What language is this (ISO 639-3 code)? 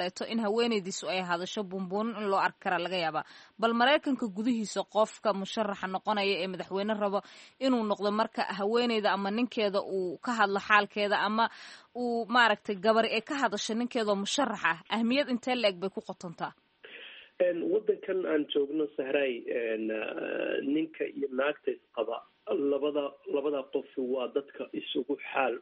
som